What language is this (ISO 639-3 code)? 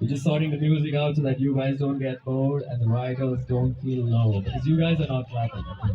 nmf